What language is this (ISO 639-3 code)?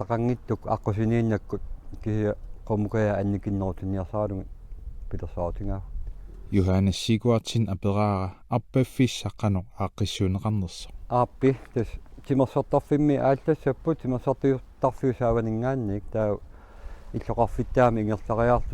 kal